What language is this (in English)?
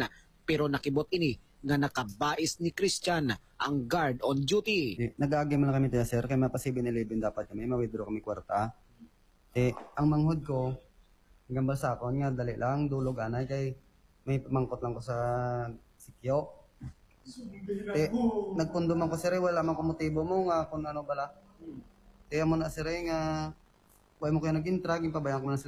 Hiligaynon